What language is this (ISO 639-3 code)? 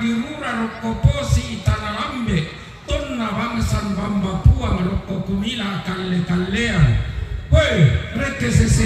sda